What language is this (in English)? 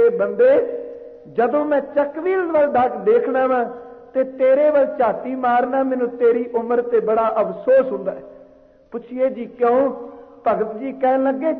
Punjabi